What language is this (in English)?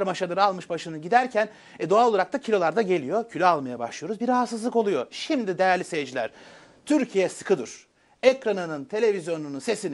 Turkish